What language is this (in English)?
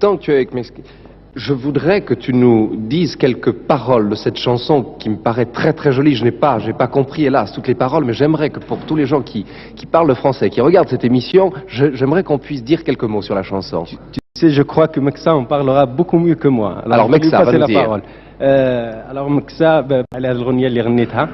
Kabyle